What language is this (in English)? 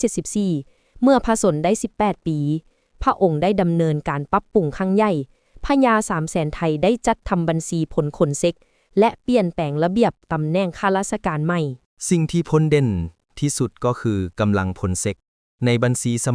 Lao